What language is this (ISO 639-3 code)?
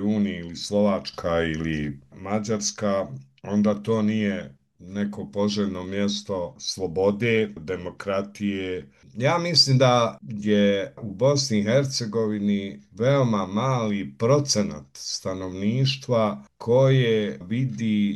bos